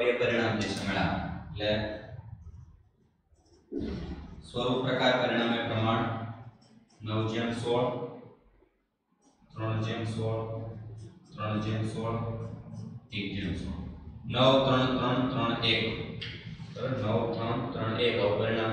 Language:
Gujarati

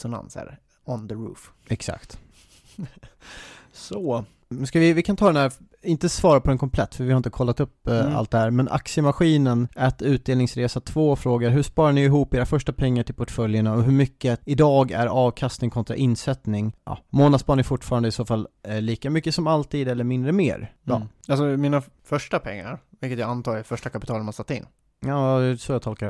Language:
Swedish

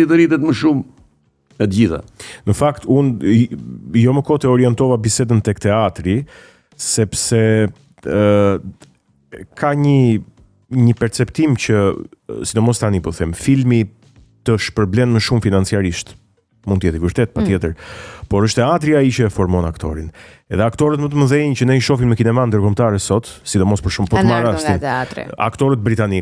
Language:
Albanian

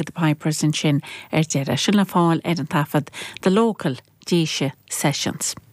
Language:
Irish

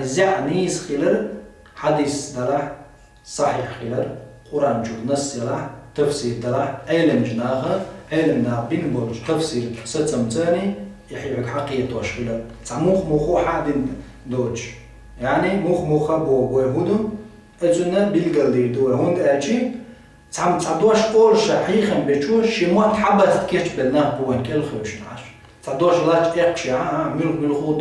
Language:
Chechen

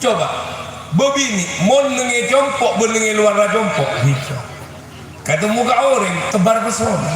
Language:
Madurese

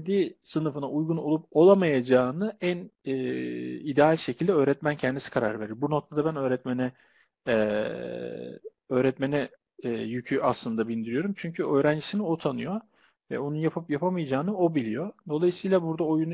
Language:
Turkish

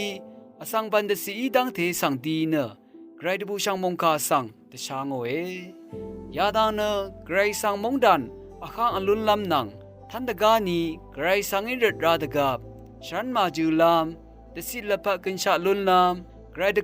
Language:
Rawang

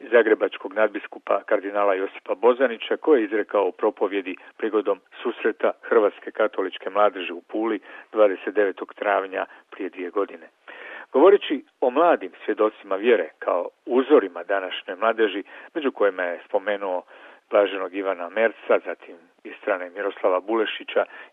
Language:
Croatian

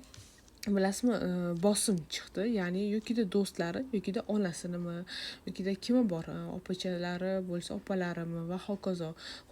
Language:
Uzbek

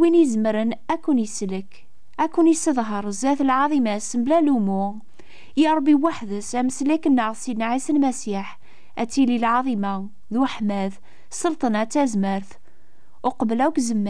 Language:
Kabyle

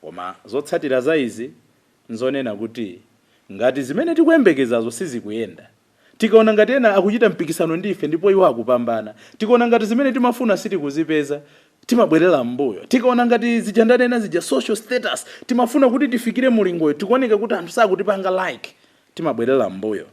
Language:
Nyanja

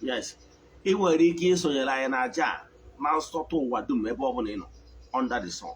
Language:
Igbo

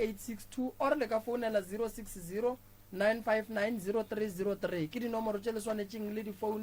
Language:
Northern Sotho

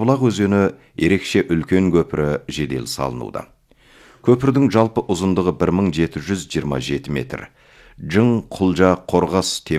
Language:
Kazakh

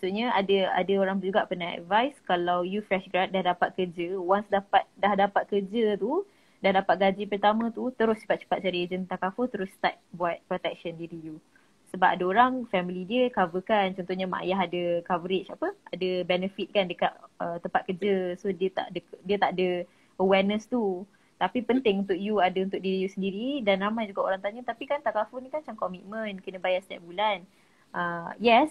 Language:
Malay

